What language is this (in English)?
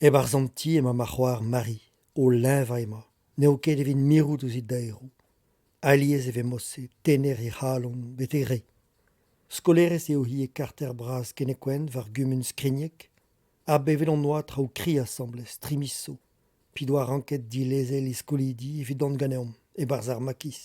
Breton